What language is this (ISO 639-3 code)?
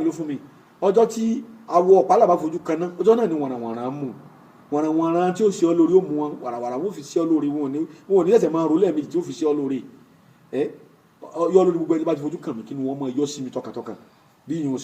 yor